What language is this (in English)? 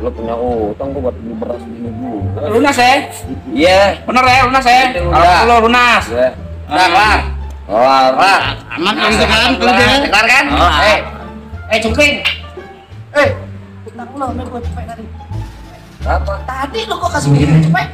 Betawi